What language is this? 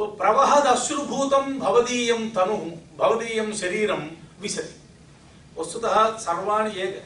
Sanskrit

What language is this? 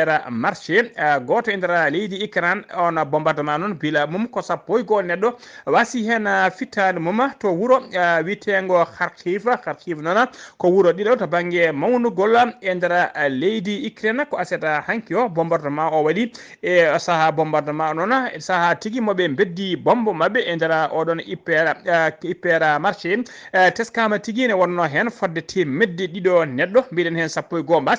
Fula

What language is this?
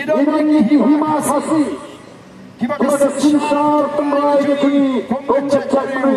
Khasi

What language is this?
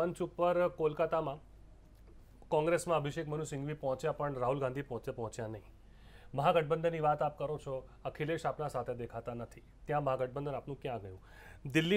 Gujarati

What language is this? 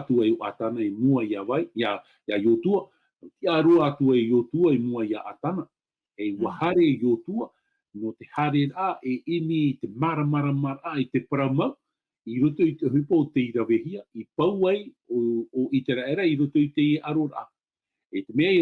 Tahitian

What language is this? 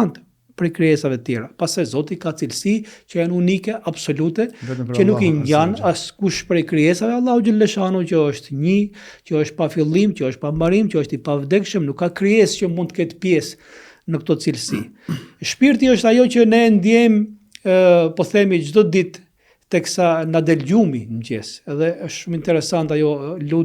Albanian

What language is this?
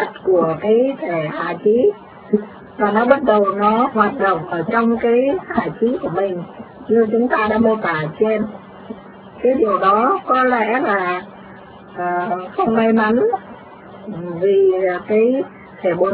Vietnamese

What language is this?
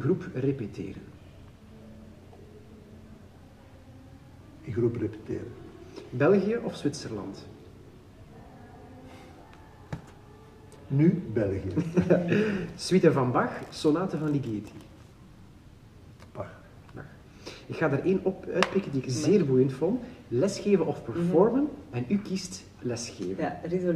Dutch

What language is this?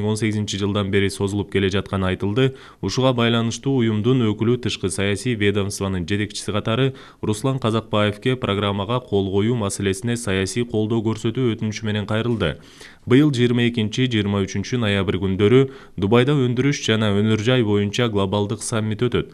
Kyrgyz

